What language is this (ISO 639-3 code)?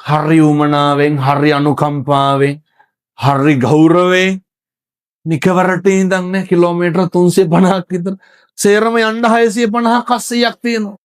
sin